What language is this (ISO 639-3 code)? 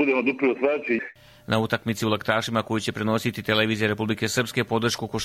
bos